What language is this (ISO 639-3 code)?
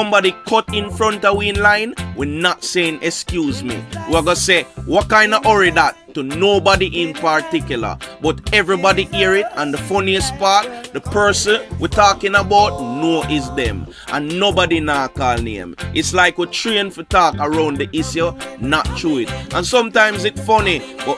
jam